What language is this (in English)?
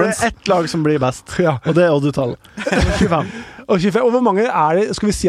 Norwegian